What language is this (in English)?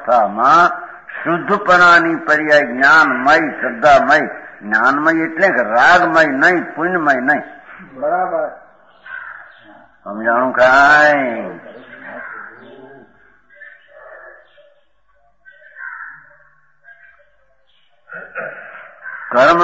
Gujarati